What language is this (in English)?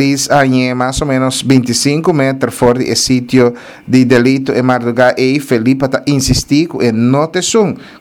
Papiamento